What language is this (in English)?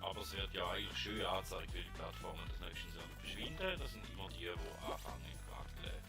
Swiss German